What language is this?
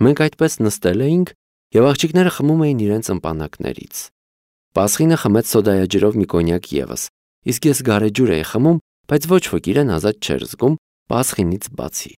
Armenian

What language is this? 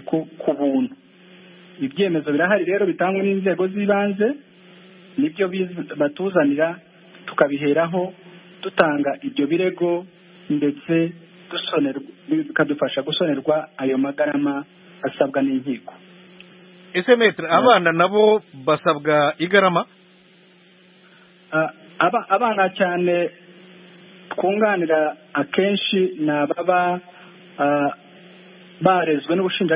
Kinyarwanda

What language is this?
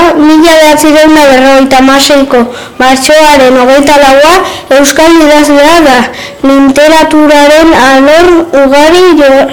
Basque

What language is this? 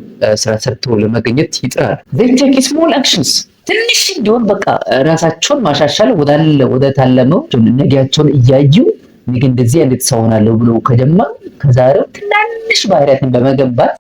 Amharic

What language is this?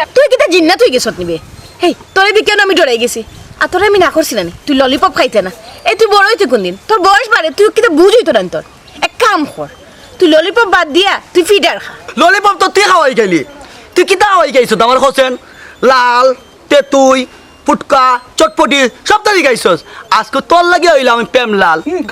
Sylheti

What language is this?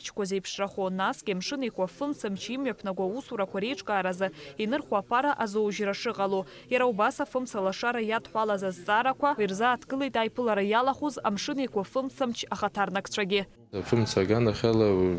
Abkhazian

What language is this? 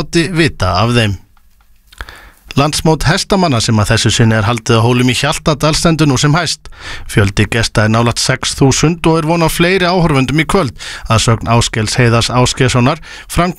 Icelandic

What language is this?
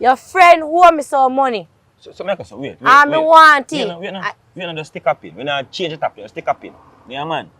Jamaican Creole English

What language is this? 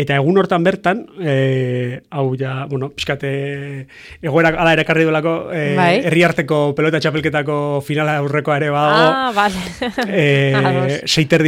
Basque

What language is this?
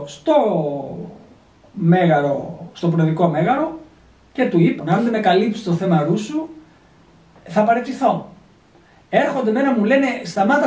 Greek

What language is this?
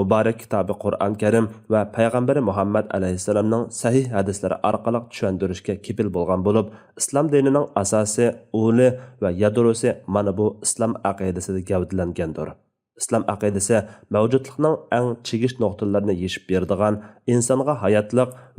Uyghur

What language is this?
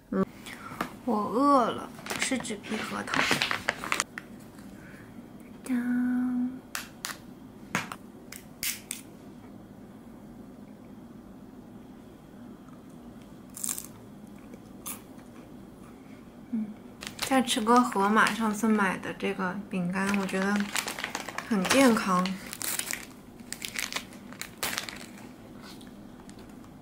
Chinese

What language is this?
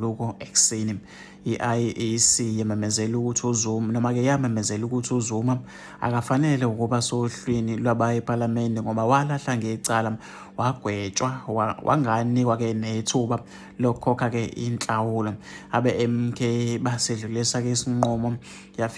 Zulu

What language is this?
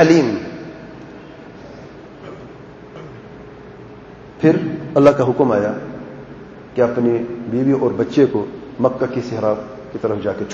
Urdu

